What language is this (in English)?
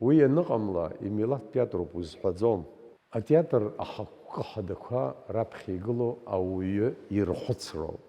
Abkhazian